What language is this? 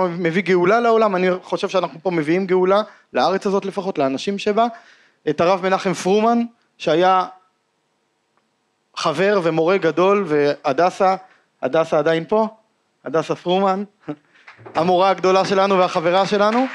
Hebrew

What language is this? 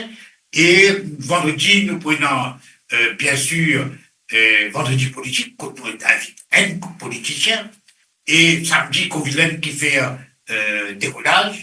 Morisyen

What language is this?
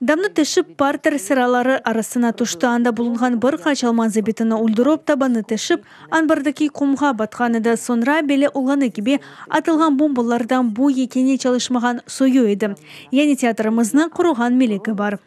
Crimean Tatar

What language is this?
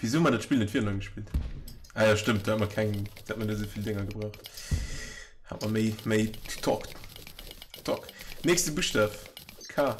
Luxembourgish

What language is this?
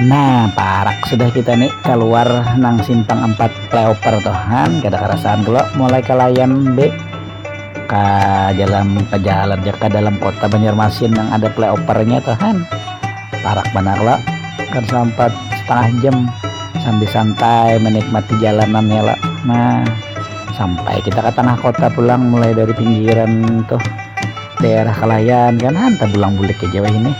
Banjar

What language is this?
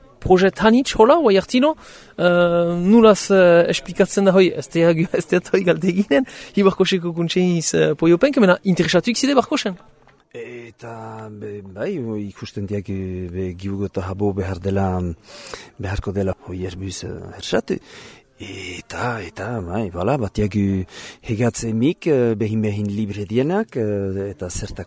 Basque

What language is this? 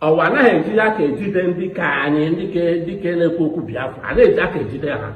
Igbo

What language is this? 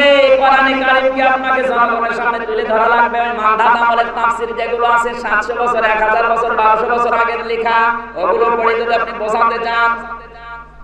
Bangla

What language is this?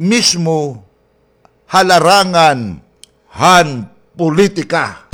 Waray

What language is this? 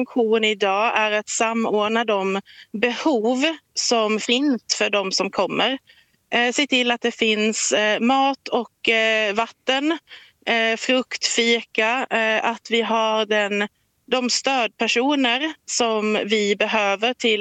Swedish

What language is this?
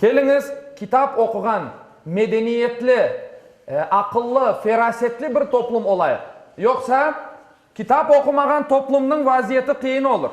Crimean Tatar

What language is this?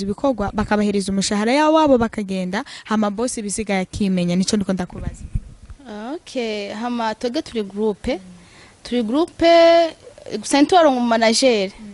Rundi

